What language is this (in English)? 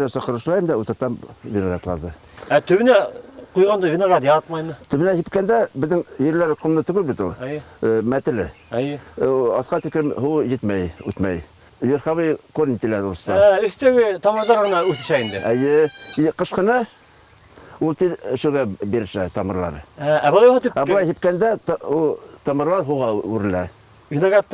Bashkir